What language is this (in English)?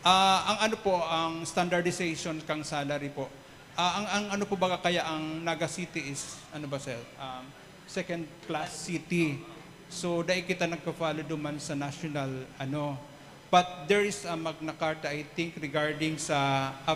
Bikol